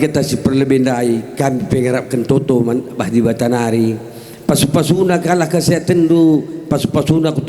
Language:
Batak Karo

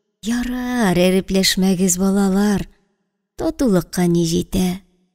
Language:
Tatar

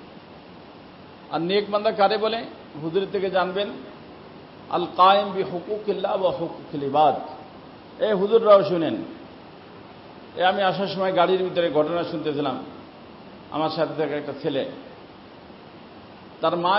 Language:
Bangla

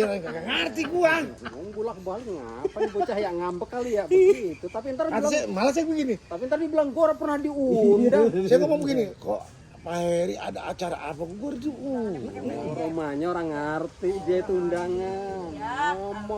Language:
Betawi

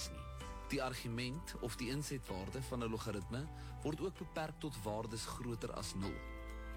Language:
Afrikaans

